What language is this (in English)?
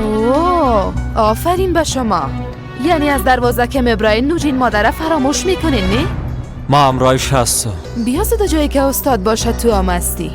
Persian